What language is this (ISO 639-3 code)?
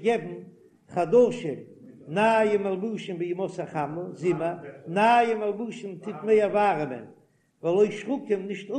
yid